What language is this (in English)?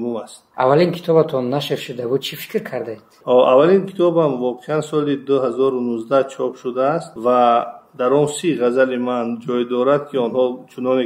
Tajik